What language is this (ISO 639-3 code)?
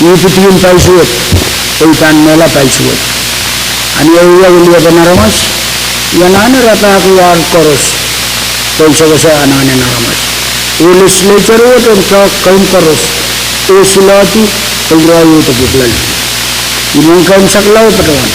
pon